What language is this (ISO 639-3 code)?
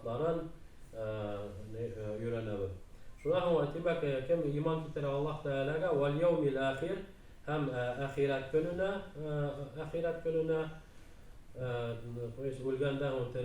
bak